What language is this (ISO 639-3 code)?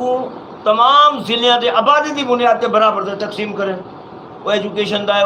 skr